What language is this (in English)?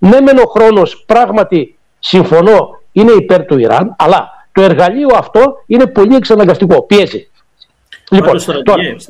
Greek